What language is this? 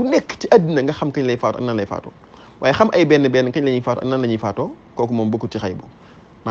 Wolof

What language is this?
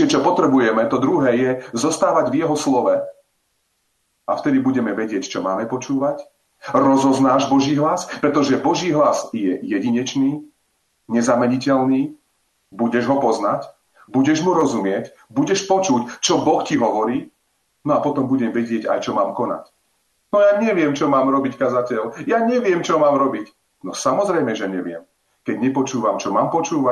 Slovak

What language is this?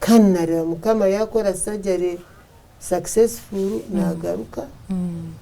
Nyankole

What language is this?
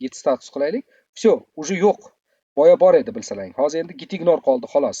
Uzbek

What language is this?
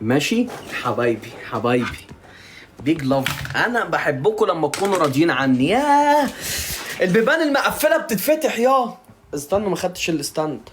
Egyptian Arabic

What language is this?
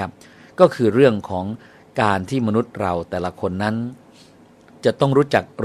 Thai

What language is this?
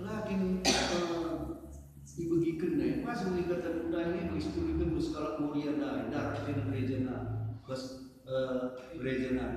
Batak Karo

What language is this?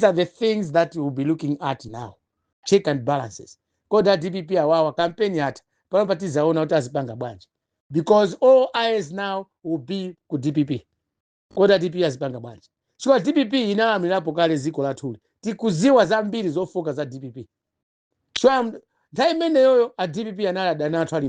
Nyanja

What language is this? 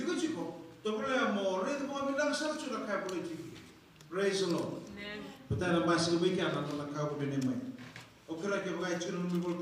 Fijian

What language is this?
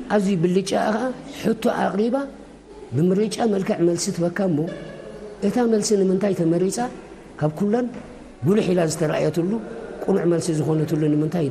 Tigrinya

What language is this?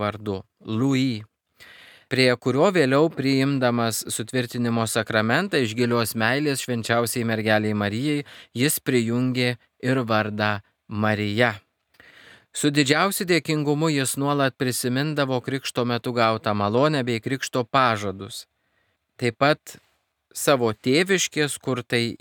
Lithuanian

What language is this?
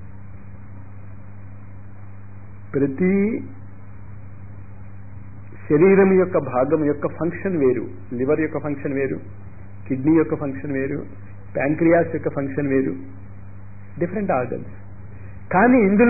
Telugu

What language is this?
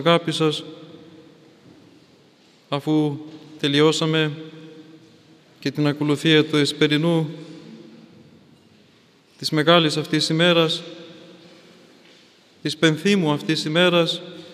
Greek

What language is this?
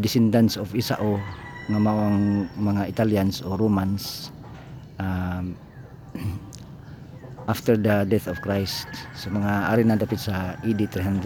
Cebuano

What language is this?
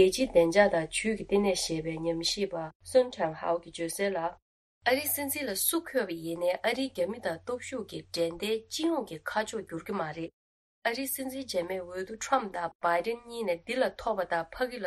Tibetan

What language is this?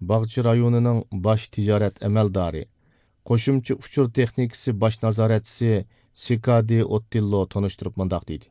Uyghur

